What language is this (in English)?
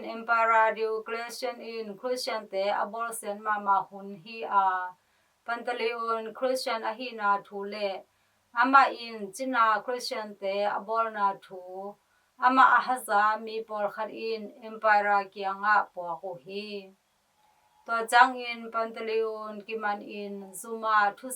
Tedim Chin